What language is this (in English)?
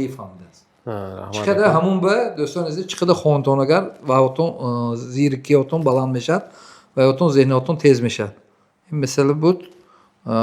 Tajik